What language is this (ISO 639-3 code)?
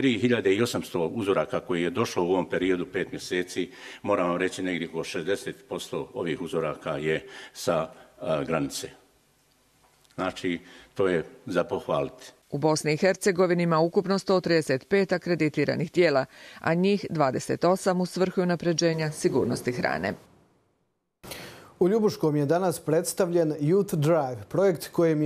hrv